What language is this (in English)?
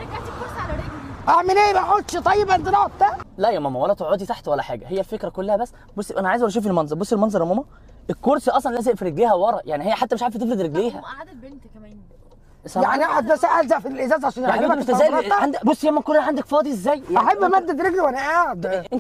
Egyptian Arabic